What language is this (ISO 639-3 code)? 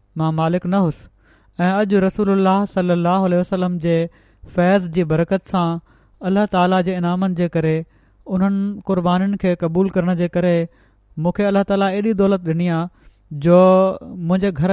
snd